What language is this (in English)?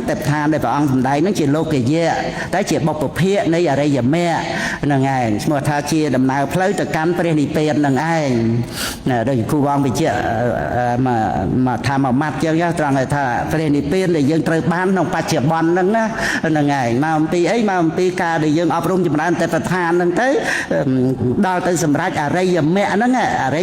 Khmer